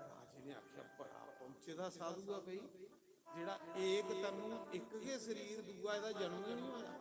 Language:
Dogri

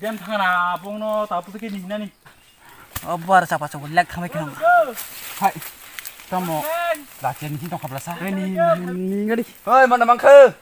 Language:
Kok Borok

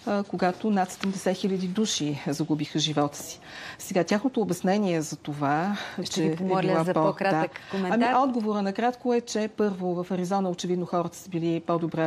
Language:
Bulgarian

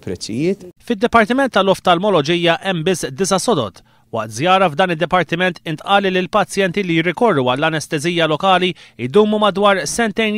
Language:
Maltese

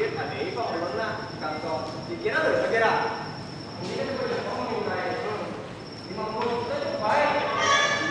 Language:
Banjar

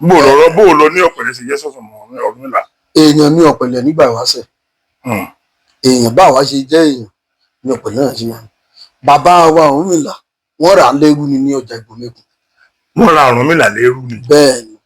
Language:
Yoruba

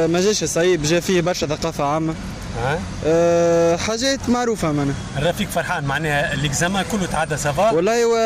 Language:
Tunisian Arabic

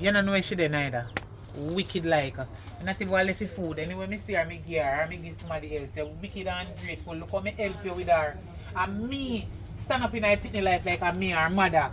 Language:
Jamaican Creole English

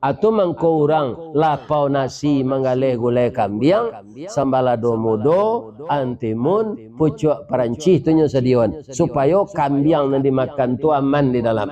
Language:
Minangkabau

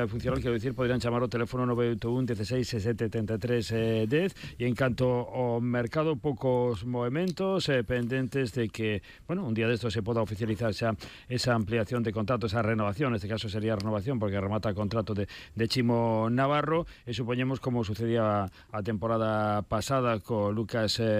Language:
Galician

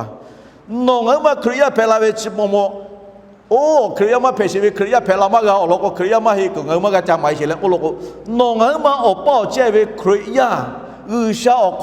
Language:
Lahu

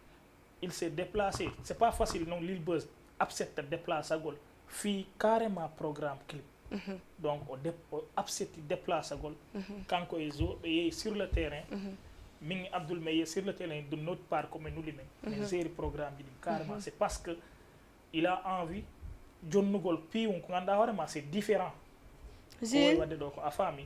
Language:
Fula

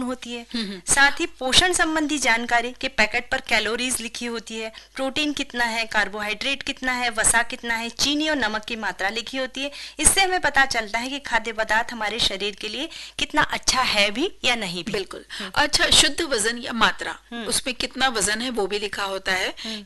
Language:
Hindi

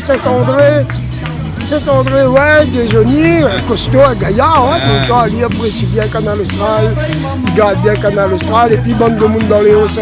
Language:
Réunion Creole French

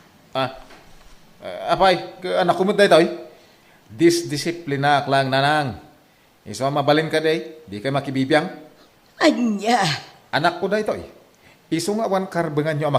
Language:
Iloko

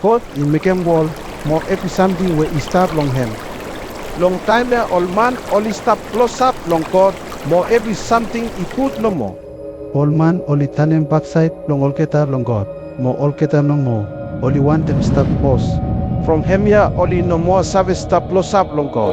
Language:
Bislama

